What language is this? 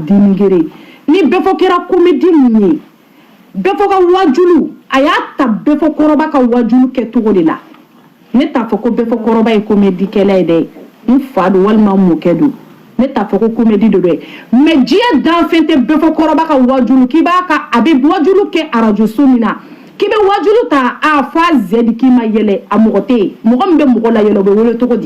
Bambara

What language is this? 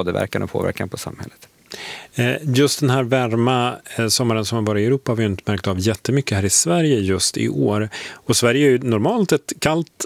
Swedish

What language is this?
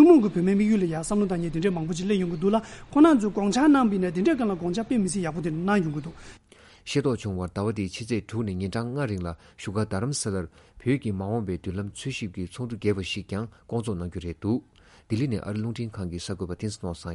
Tibetan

